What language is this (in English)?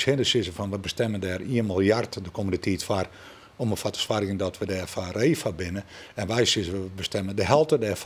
Western Frisian